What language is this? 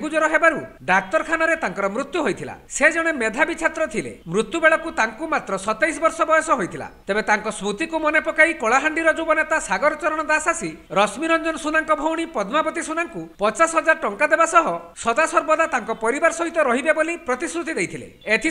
Odia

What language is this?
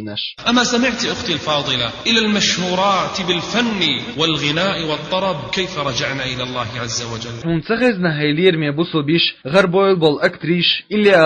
Chechen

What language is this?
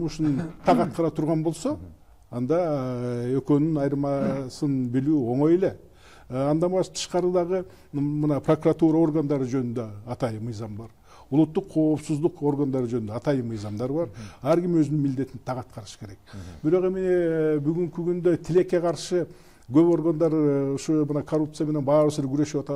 Kyrgyz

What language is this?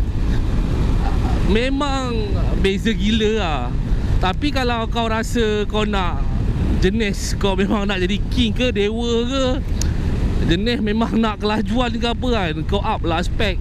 Malay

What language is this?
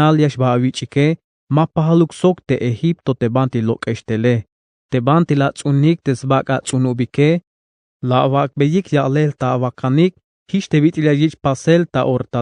Tzeltal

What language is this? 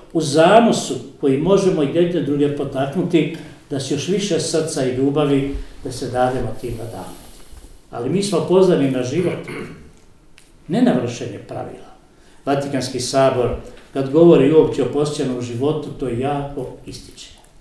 Croatian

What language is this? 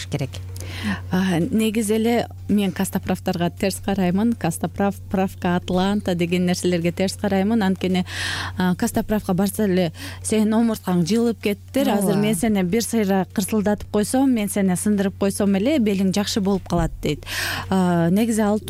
Kyrgyz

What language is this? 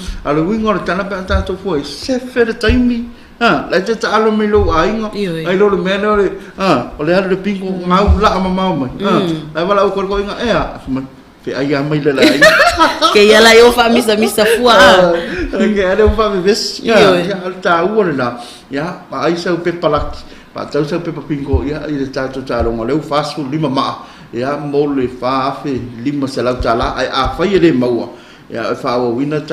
Samoan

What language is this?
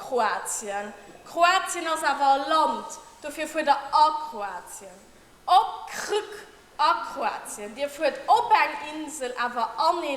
Luxembourgish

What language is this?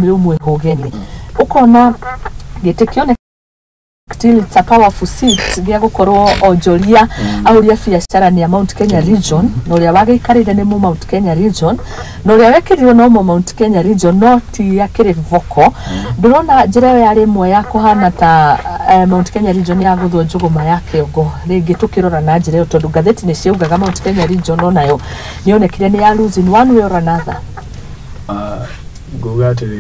Kikuyu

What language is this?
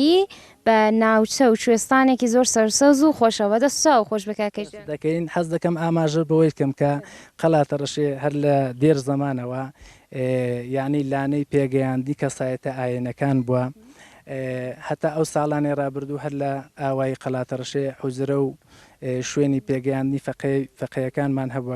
Central Kurdish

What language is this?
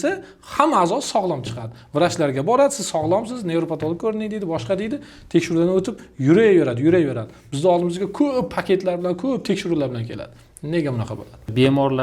Uzbek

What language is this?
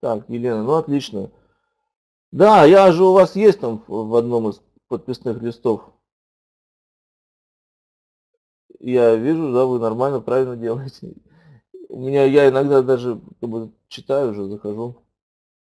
Russian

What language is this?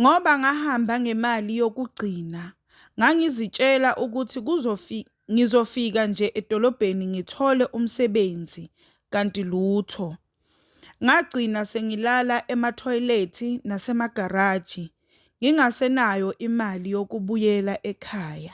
Zulu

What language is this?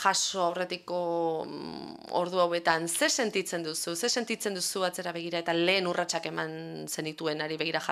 Basque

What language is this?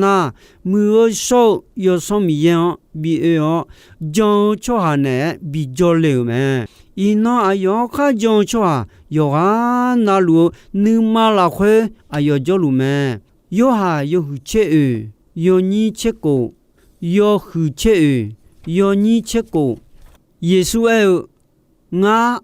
Akha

